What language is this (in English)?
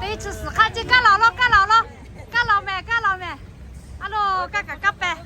Lahu